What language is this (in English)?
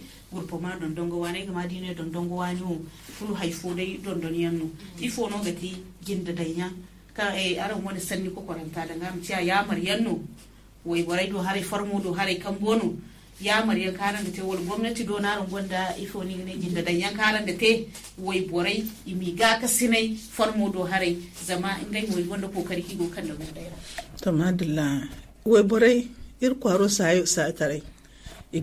Zarma